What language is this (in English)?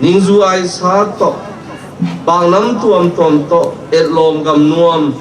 Tedim Chin